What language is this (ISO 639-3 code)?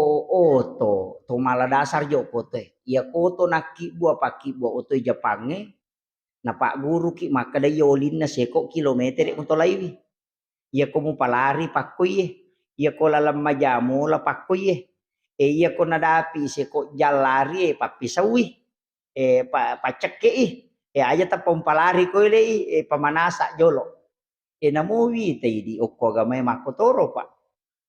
bug